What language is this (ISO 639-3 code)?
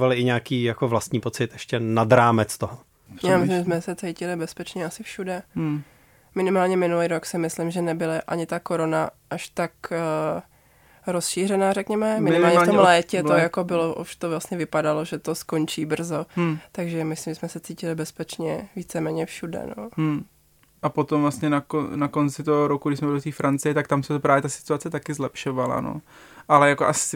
ces